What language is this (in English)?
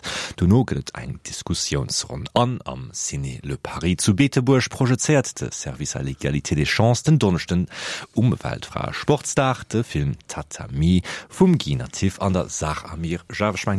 Luxembourgish